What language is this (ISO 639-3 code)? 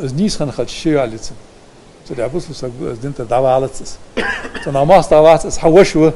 inh